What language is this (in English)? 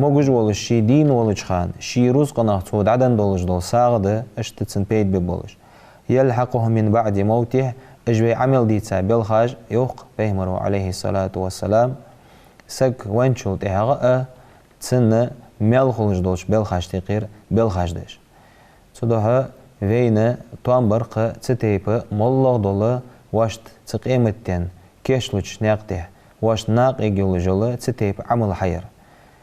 Ingush